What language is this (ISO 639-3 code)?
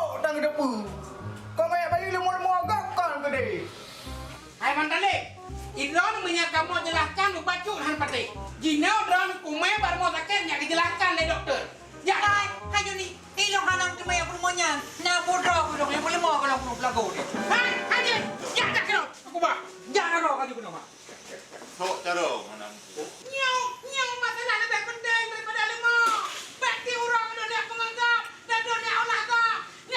ace